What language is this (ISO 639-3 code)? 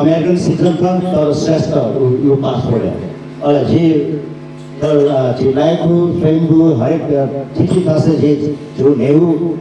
new